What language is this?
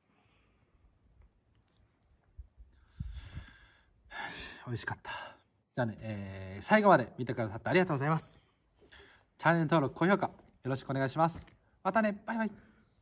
Japanese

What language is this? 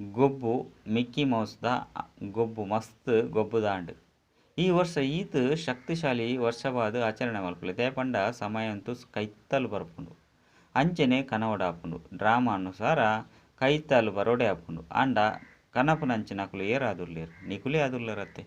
Tulu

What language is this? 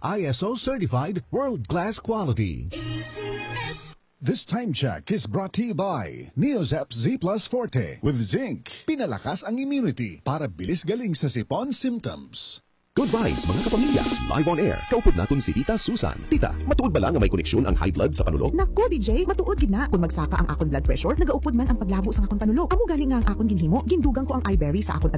Hiligaynon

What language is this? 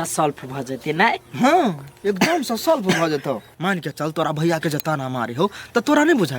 Maithili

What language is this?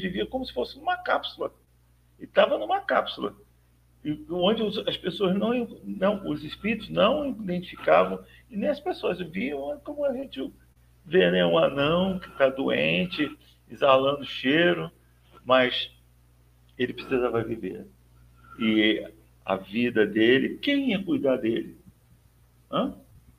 Portuguese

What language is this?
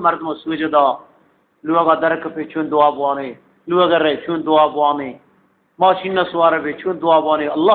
Eastern Balochi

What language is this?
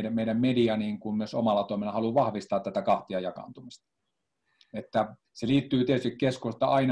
Finnish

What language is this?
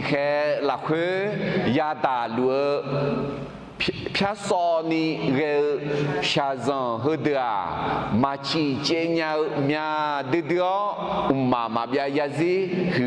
Akha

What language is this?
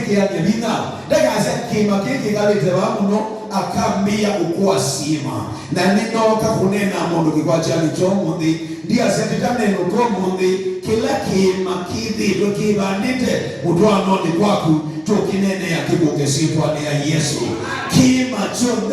Kamba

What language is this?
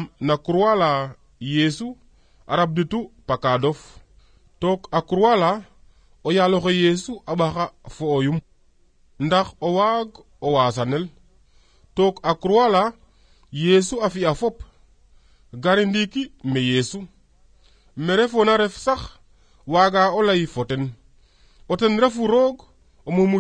Serer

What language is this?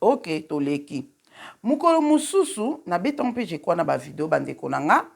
Lingala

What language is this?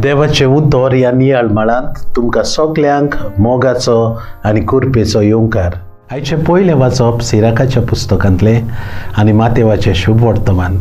Konkani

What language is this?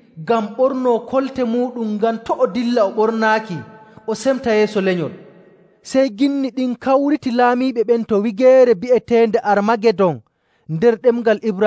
Nigerian Fulfulde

